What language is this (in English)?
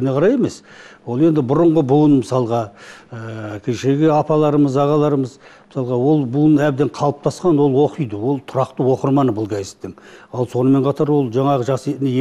Kazakh